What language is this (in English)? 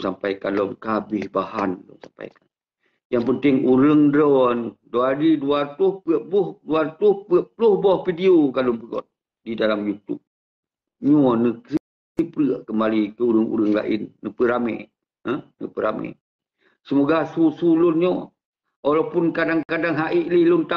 Achinese